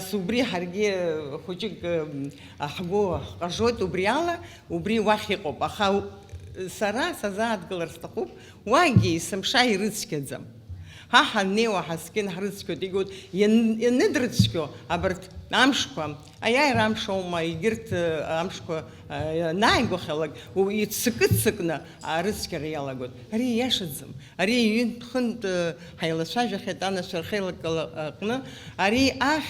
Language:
Abkhazian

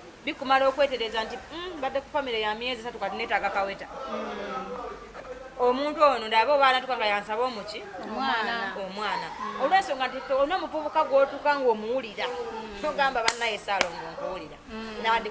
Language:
Ganda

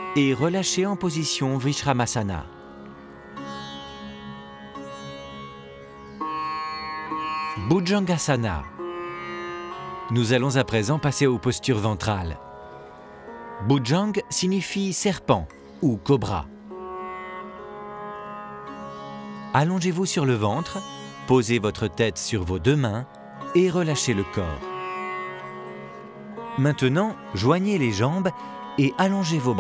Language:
French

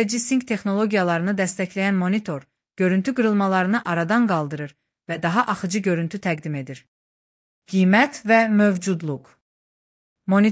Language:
Azerbaijani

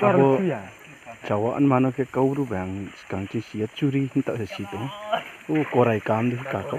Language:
Riang (India)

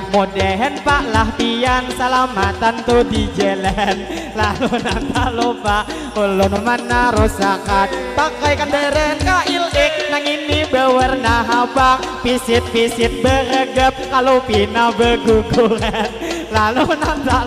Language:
Banjar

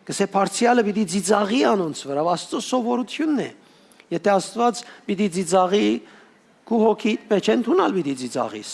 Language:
Western Armenian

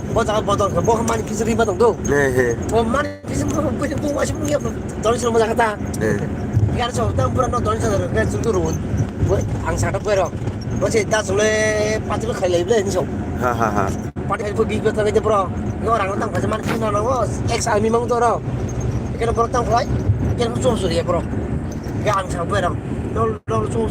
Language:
Kok Borok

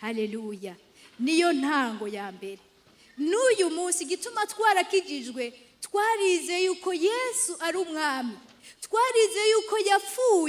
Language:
Rundi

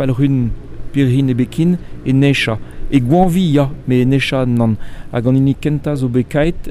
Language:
Breton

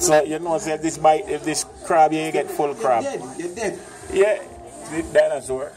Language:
Jamaican Creole English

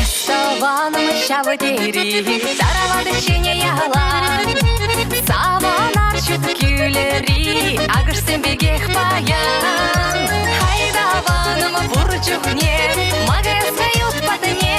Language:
Chuvash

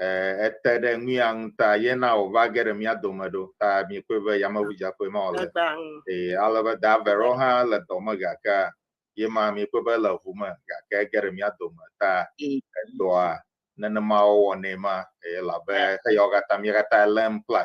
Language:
Ewe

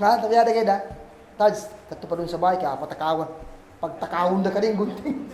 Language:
Kagan Kalagan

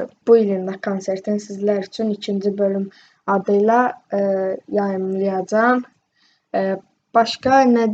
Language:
Azerbaijani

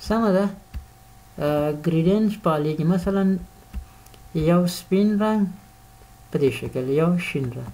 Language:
Pashto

